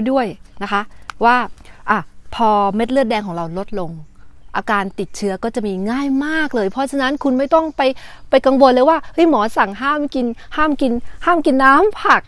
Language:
Thai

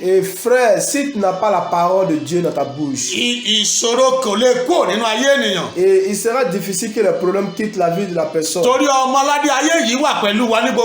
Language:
Yoruba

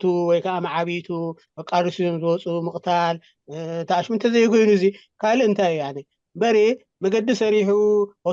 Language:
Tigrinya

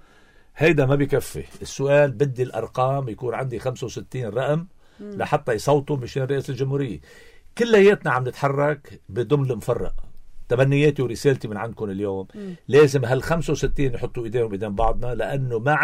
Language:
North Levantine Arabic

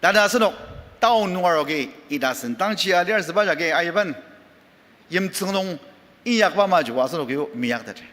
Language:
Ao Naga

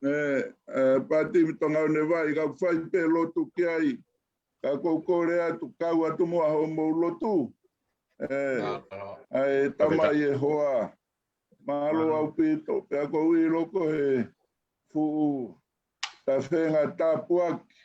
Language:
Tongan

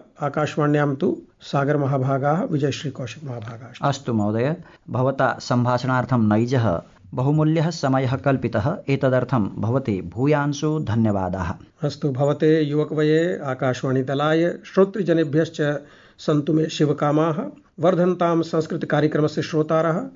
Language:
Sanskrit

